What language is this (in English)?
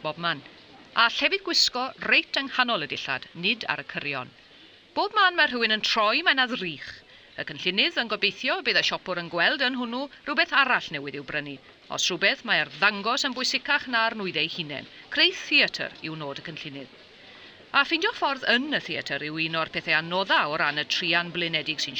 Welsh